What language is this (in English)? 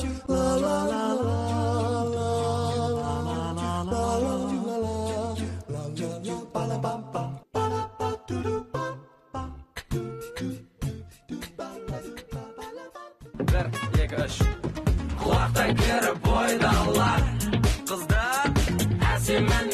Kazakh